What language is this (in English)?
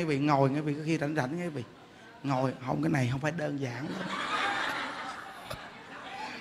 Vietnamese